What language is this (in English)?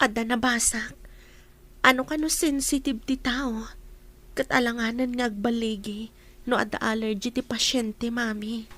Iloko